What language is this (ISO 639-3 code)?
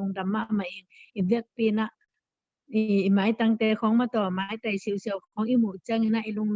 ctd